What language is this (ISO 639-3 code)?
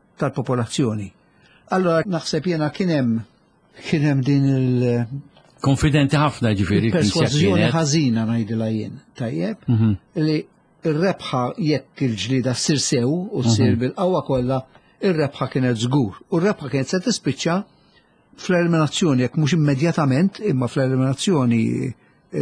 mlt